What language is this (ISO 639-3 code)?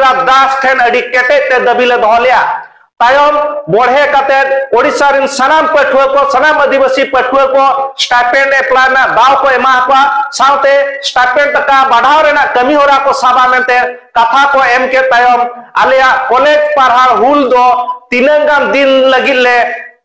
sat